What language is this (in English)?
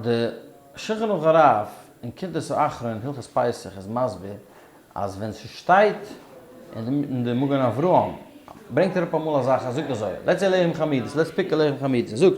Yiddish